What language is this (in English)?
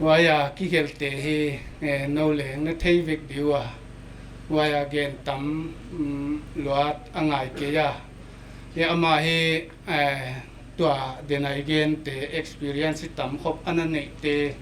Paite Chin